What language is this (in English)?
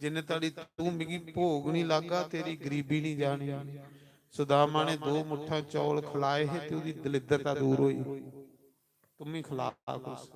Dogri